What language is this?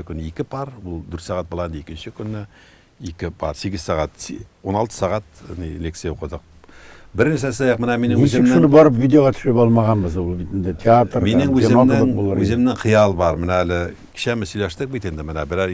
Tatar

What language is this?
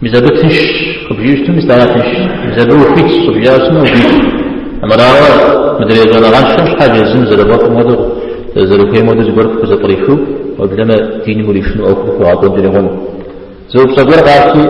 Kabardian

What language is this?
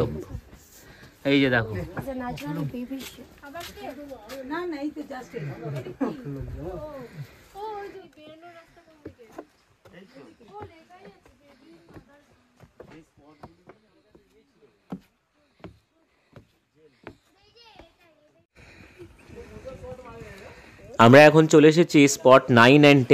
Bangla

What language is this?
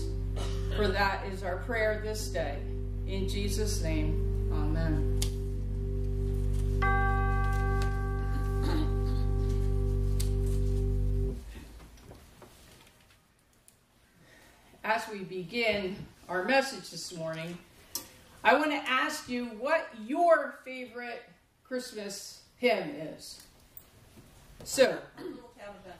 English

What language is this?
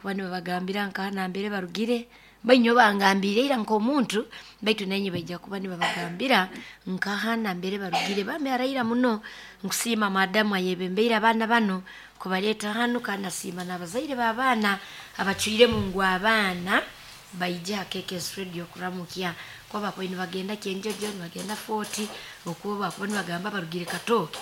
Nyoro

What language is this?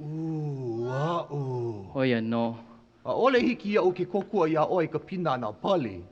Hawaiian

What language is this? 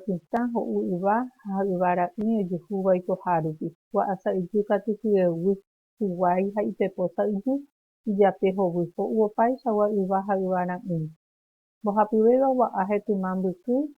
Guarani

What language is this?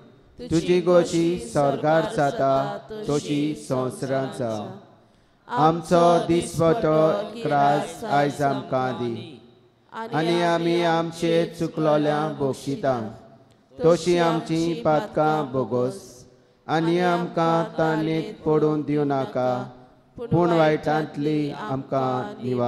Konkani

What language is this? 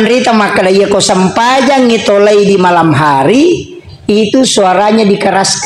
Buginese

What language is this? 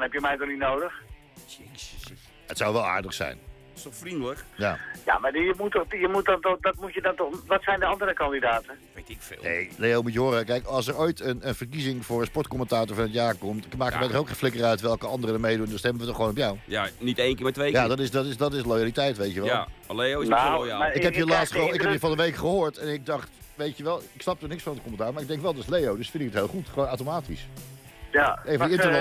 Dutch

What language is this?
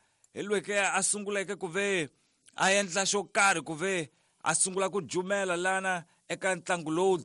Tsonga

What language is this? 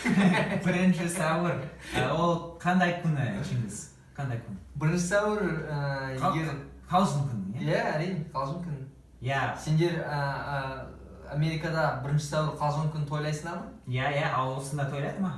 Kazakh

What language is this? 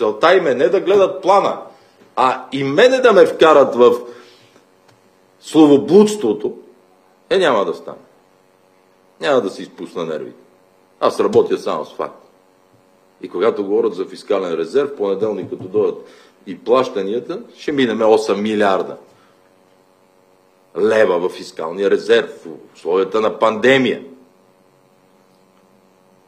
Bulgarian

